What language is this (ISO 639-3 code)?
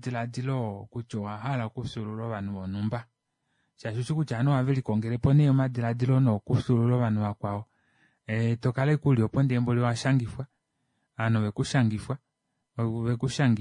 kua